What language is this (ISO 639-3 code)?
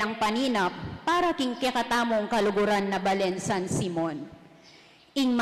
pam